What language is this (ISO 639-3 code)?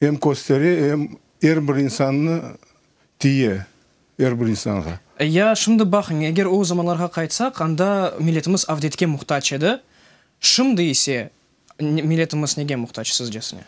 crh